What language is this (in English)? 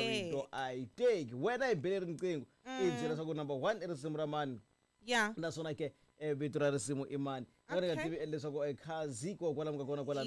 Tsonga